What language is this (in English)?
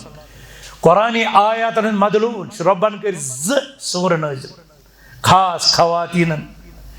Kashmiri